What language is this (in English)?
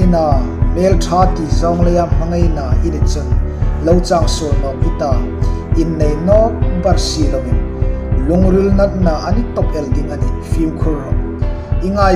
Hmar